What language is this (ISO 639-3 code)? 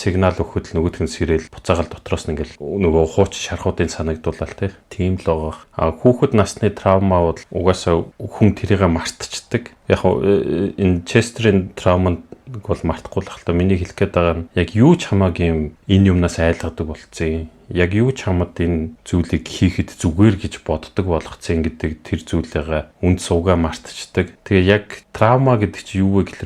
mon